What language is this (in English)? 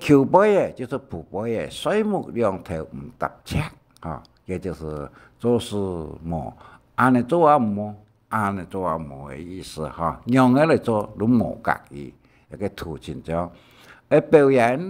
Hakka Chinese